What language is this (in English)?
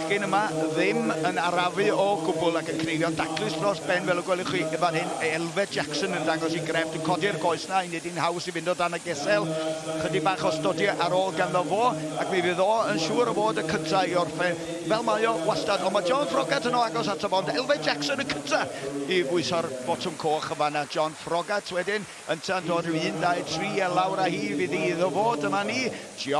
Welsh